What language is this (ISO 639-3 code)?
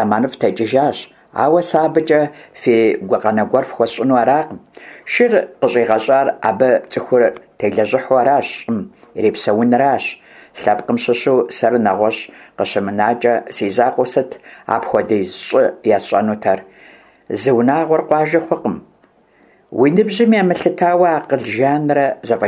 kbd